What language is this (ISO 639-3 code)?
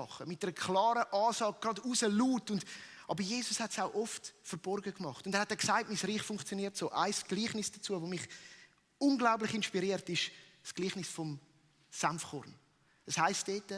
gsw